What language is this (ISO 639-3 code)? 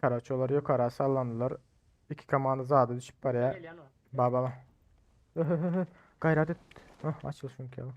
tuk